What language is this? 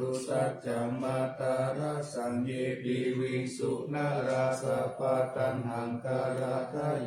Pali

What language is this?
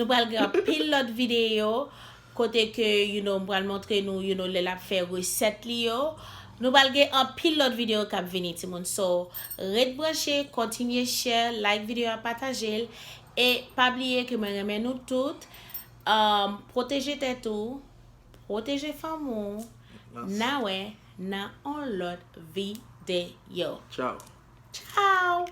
Haitian Creole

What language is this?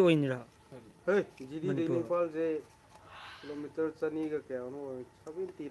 Manipuri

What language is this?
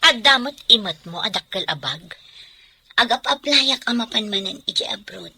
Iloko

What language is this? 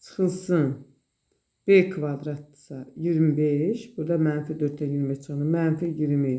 Azerbaijani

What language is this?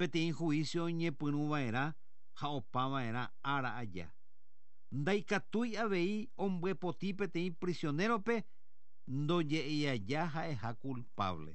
Guarani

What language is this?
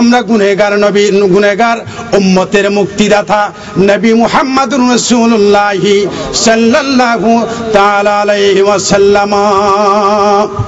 Bangla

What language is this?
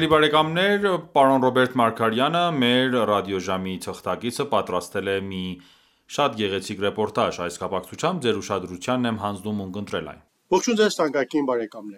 Armenian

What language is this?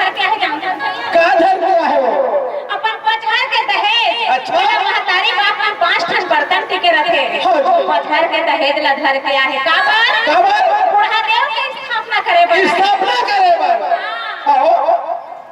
Chhattisgarhi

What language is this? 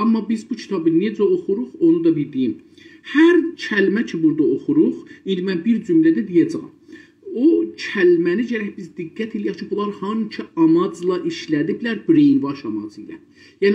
South Azerbaijani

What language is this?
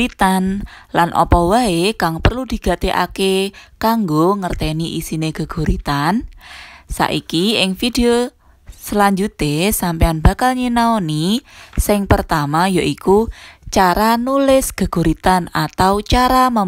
Javanese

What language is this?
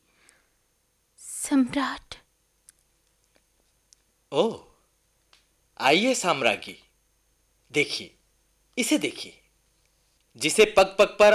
Hindi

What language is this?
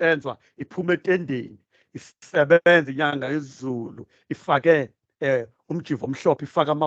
Zulu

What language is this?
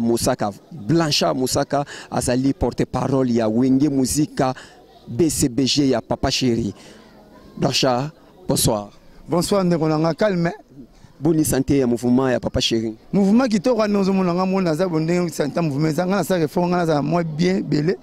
Lingala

